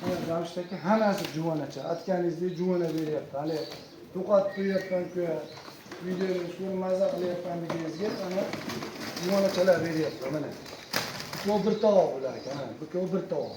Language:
Uzbek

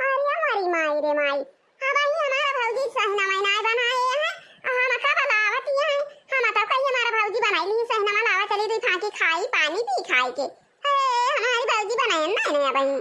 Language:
Awadhi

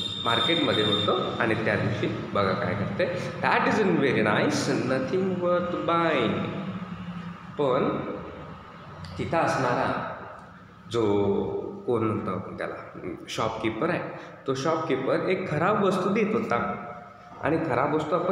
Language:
Marathi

